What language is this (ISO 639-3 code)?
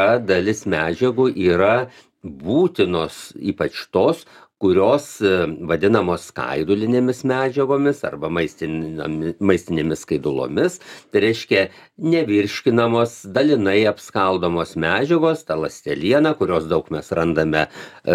lit